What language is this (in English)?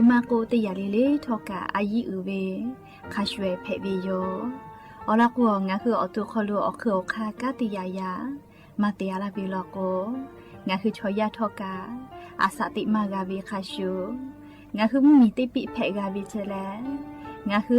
Lahu